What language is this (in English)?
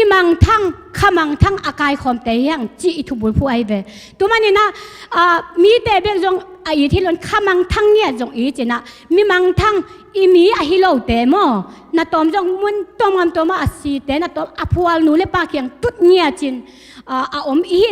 Tedim Chin